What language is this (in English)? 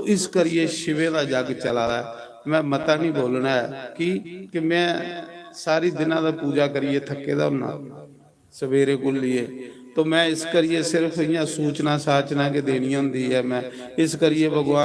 Dogri